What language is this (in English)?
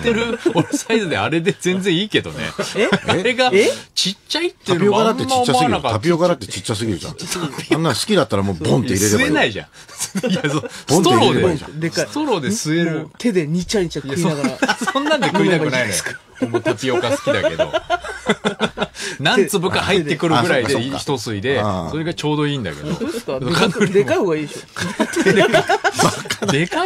Japanese